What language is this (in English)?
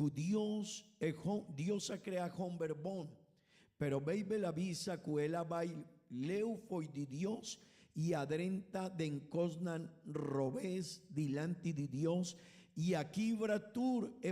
Papiamento